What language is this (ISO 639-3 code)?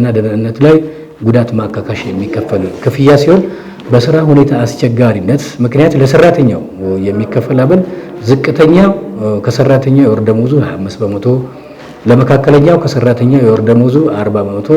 amh